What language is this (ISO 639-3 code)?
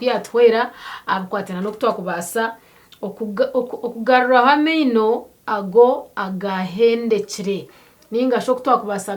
nyn